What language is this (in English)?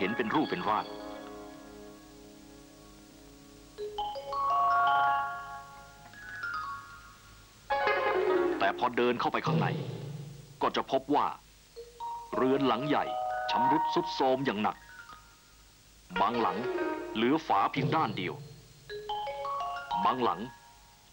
Thai